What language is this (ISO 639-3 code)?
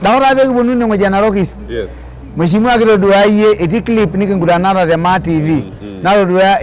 mas